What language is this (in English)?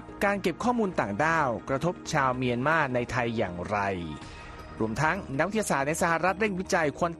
Thai